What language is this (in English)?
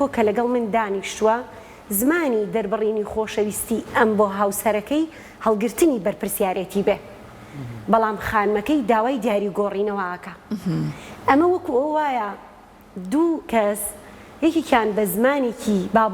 Central Kurdish